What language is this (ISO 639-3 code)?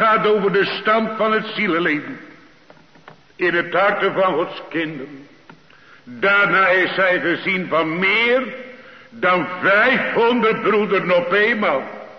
nld